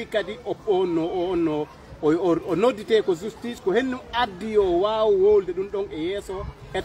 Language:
Fula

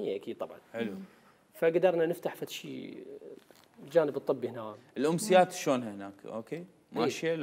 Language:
Mesopotamian Arabic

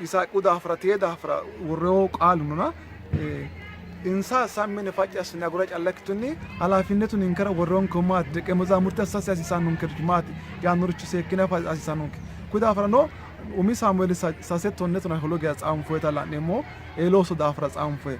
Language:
Sidamo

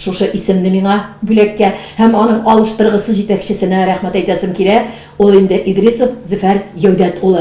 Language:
Tatar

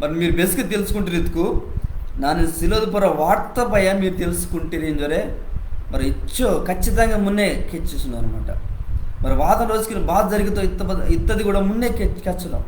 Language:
Koya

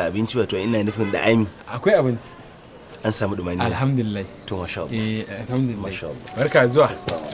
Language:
Hausa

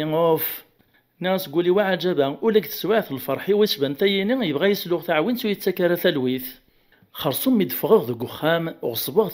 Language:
Kabyle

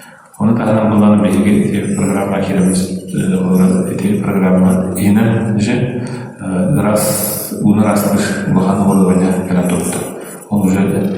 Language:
Yakut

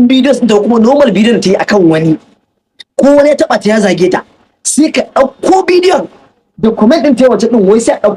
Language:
Hausa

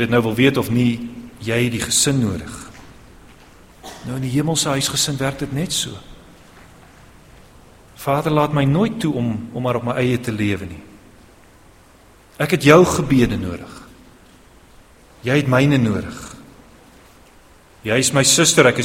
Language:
Afrikaans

